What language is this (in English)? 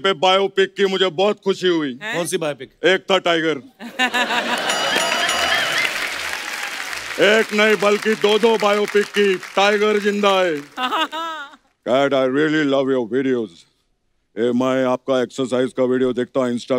Hindi